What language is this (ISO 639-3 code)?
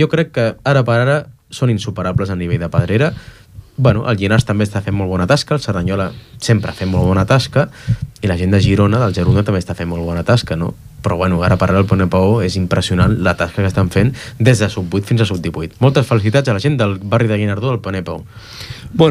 cat